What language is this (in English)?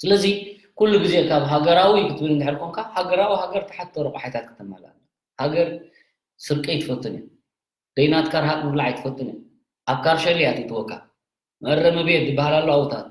Tigrinya